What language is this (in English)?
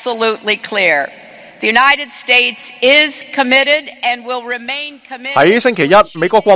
Cantonese